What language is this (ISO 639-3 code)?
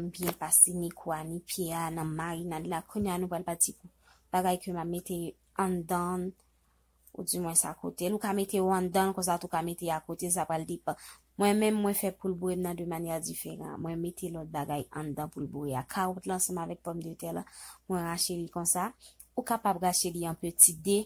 hat